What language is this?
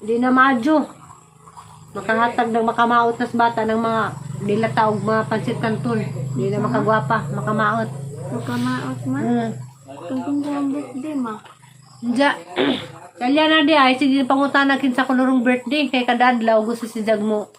Cebuano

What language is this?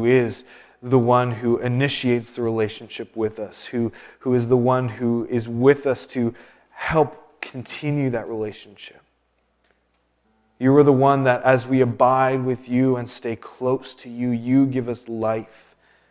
English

